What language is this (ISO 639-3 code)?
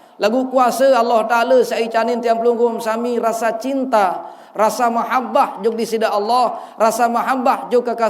sas